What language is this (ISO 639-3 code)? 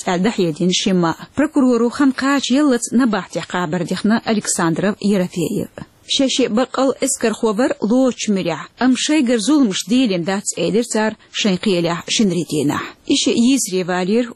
che